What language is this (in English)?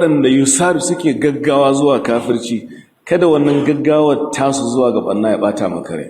Hausa